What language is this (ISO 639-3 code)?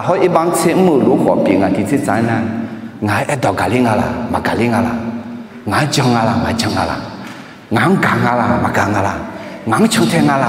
ahk